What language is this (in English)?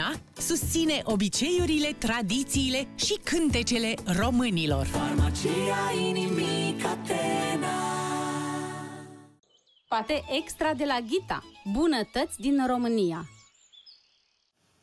Romanian